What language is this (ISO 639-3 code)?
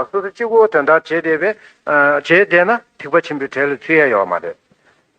bod